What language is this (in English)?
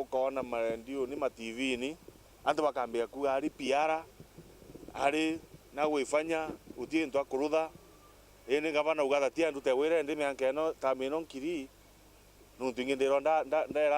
Meru